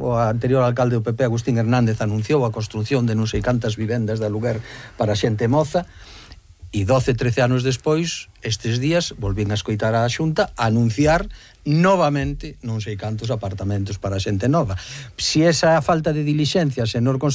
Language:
Galician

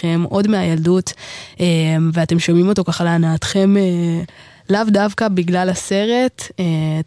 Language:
Hebrew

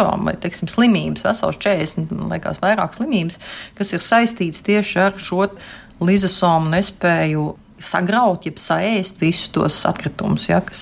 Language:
Latvian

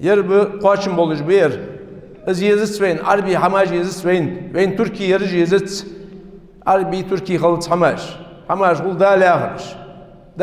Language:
Ingush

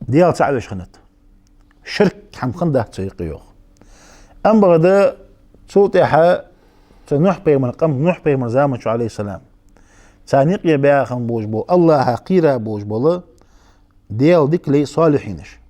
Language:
Ingush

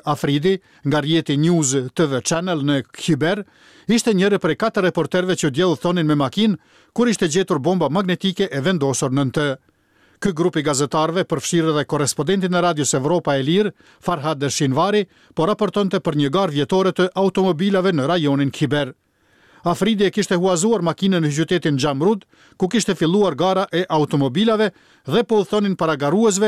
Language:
Albanian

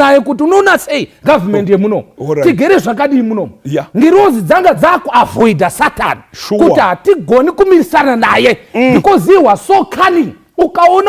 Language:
Shona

